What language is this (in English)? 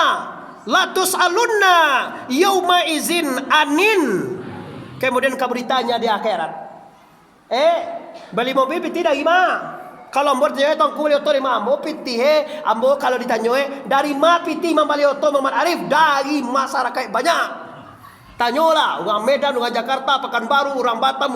Minangkabau